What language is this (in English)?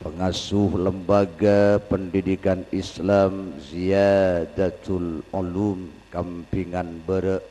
Madurese